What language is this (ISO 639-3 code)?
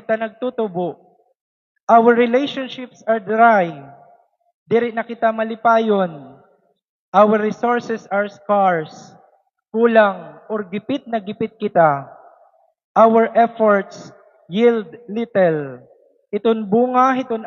war